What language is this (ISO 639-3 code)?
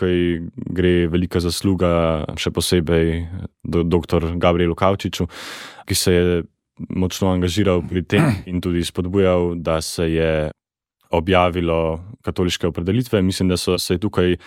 slv